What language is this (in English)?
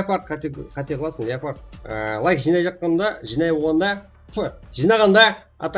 Kara-Kalpak